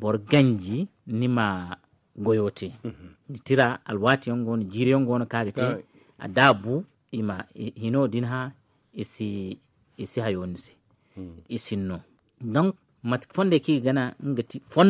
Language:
Zarma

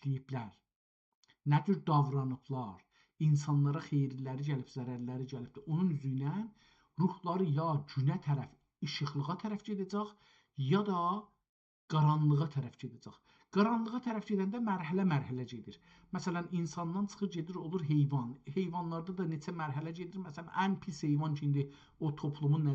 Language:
South Azerbaijani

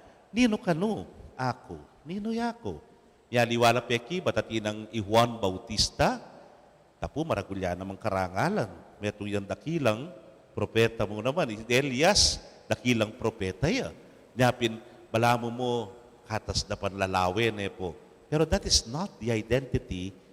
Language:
Pampanga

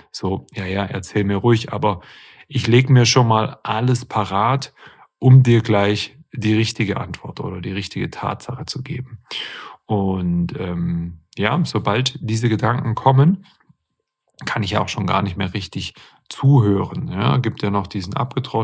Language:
German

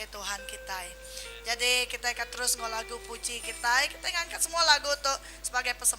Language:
Iban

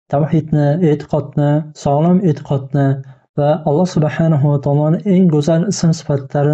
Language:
Uzbek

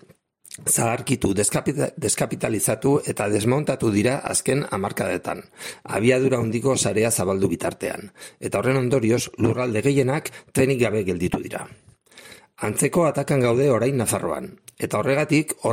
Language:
Basque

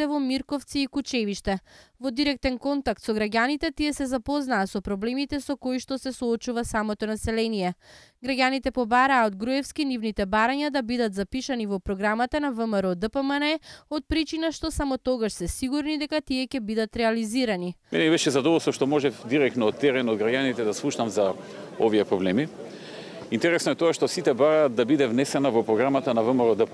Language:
Macedonian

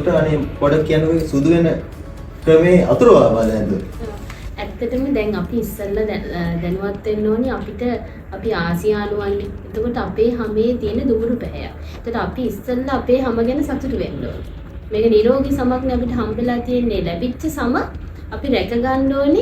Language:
Sinhala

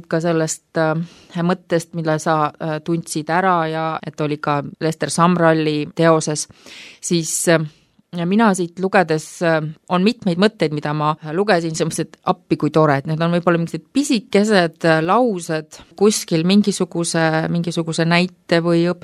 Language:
Estonian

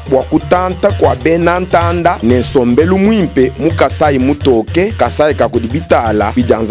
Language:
Luba-Lulua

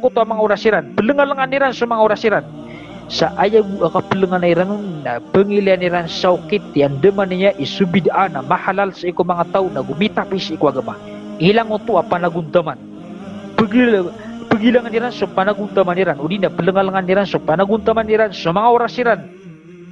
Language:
Maranao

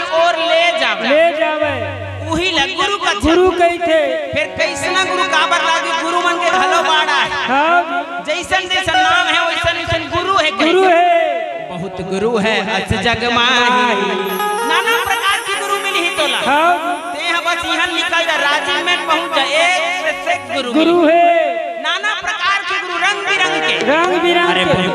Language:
Chhattisgarhi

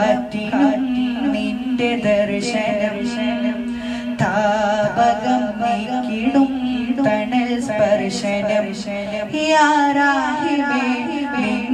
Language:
Malayalam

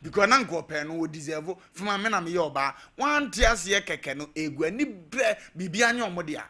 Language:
Akan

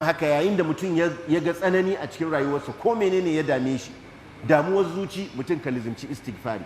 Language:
Hausa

